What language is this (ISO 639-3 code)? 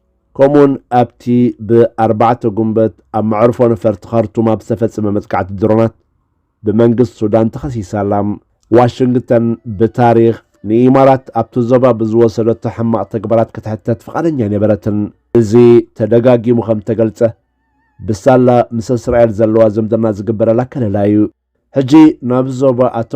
tir